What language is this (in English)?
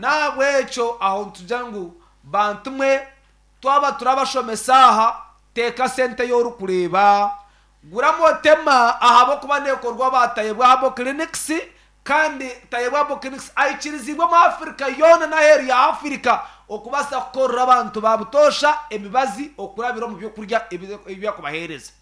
Nyankole